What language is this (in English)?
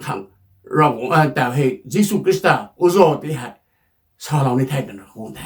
Rongmei Naga